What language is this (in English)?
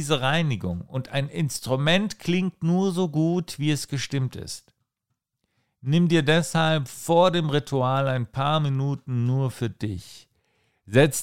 German